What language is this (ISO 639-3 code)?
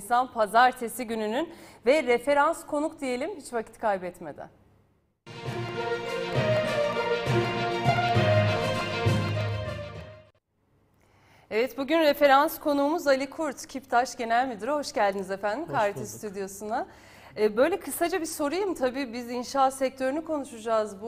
tur